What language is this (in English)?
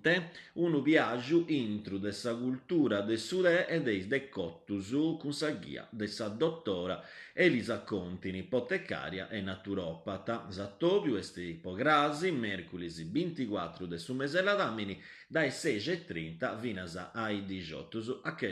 Sardinian